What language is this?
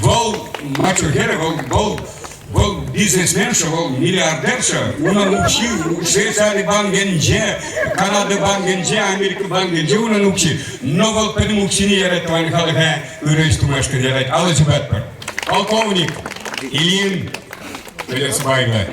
Chuvash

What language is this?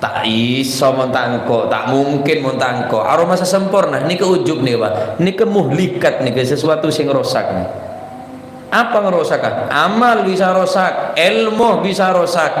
Madurese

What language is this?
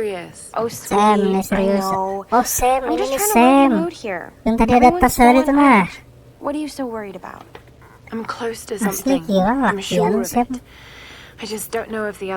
Banjar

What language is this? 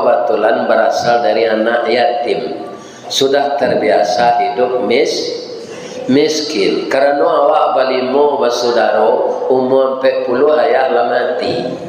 Minangkabau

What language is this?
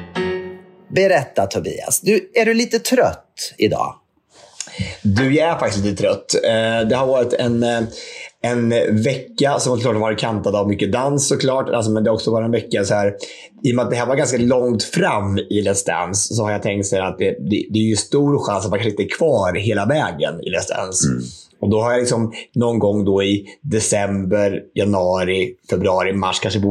Swedish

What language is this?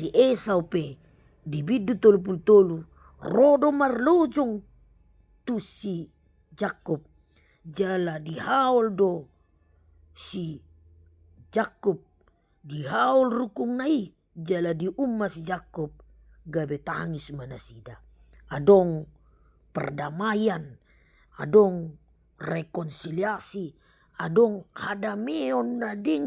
Batak Toba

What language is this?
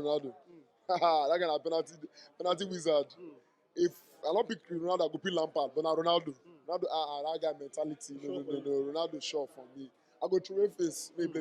Nigerian Pidgin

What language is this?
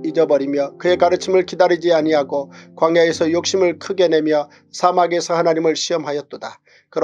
Korean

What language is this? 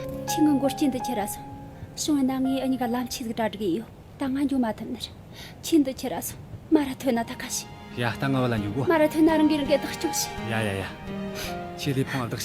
Tibetan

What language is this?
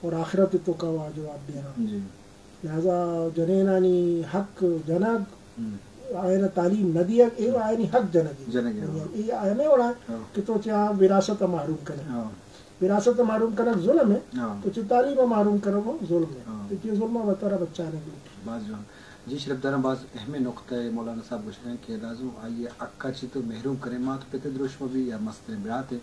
Eastern Balochi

